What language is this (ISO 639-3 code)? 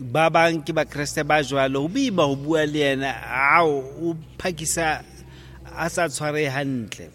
sot